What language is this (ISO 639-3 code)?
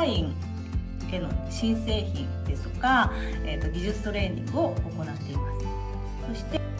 jpn